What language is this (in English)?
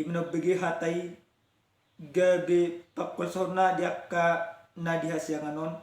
Batak Toba